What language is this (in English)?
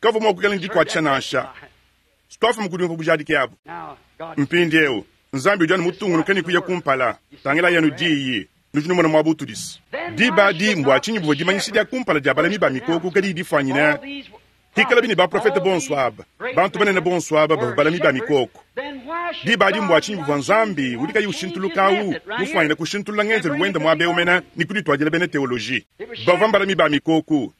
Luba-Lulua